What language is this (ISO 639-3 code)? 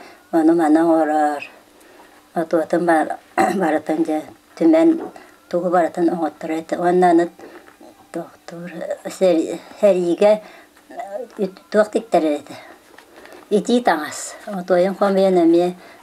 sah